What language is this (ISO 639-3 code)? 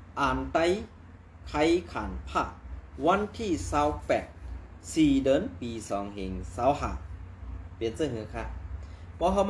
shn